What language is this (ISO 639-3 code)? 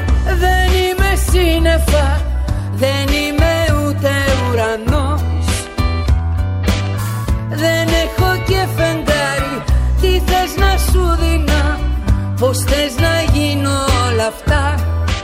ell